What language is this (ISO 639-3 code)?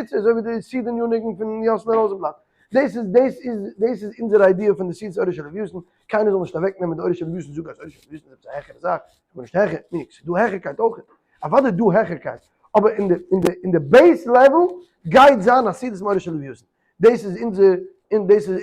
yid